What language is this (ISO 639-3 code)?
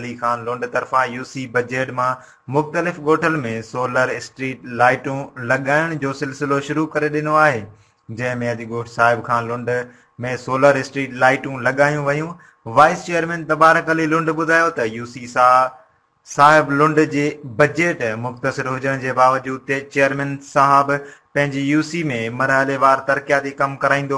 snd